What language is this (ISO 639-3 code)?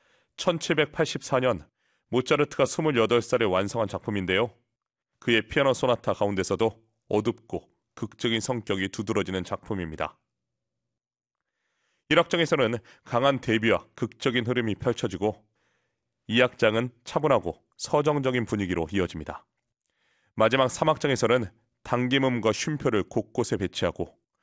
kor